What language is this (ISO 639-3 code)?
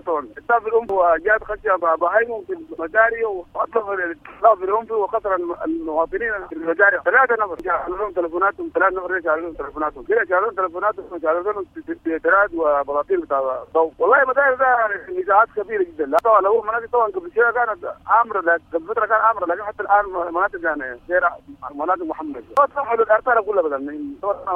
apd